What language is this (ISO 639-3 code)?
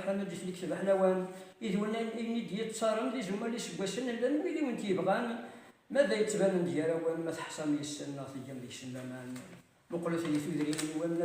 kab